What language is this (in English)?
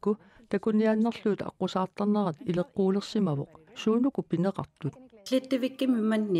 Kalaallisut